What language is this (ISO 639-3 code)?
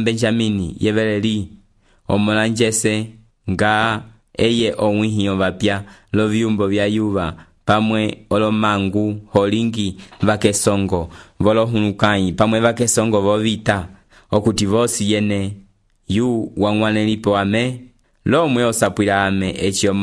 umb